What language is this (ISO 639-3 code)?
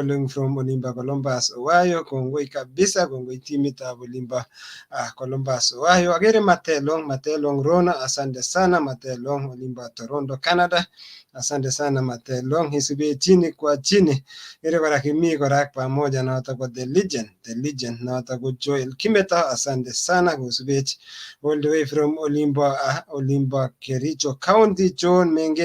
kln